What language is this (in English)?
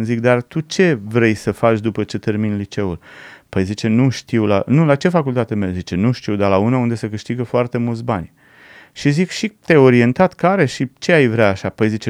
Romanian